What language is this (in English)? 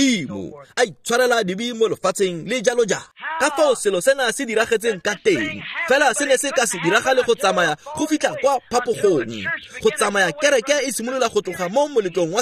Tswana